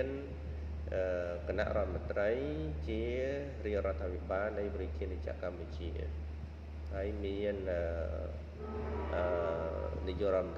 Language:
Khmer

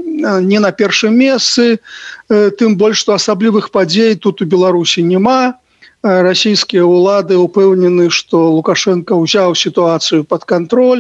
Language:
Belarusian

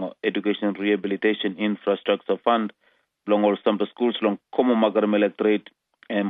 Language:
Tok Pisin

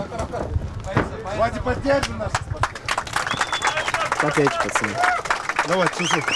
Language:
Russian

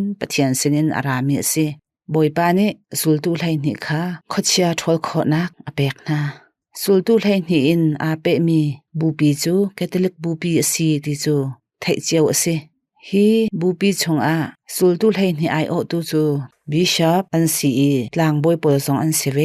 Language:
Hakha Chin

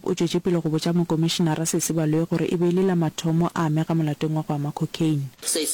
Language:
Northern Sotho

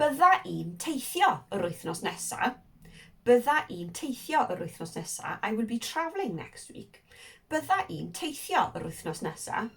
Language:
Welsh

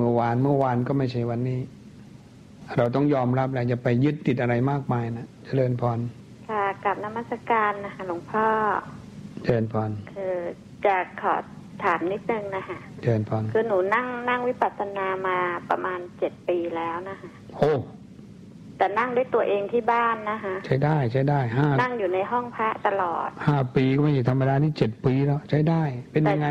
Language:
Thai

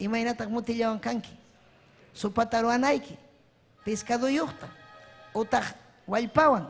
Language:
Ayacucho Quechua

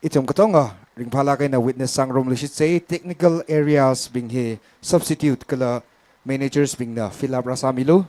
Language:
Tangkhul Naga (India)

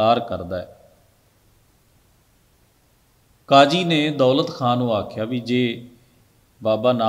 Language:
Punjabi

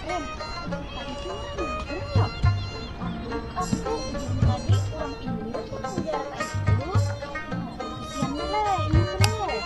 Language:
Banjar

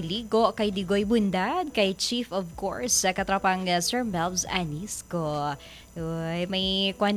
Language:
Hiligaynon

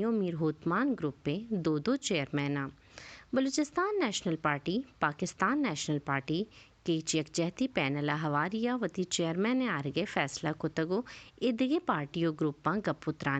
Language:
Baluchi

